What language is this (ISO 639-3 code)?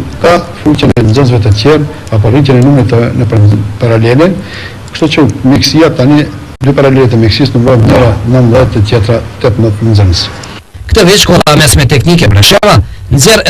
sqi